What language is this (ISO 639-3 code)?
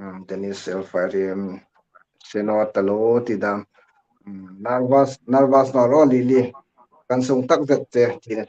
hmr